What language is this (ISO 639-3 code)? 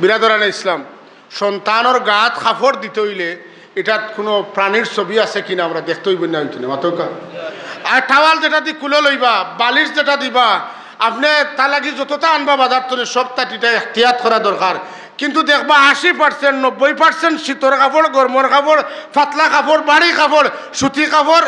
syl